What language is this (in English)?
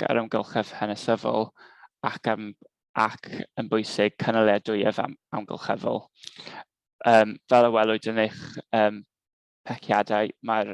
Welsh